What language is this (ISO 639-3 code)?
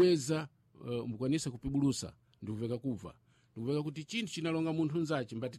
seh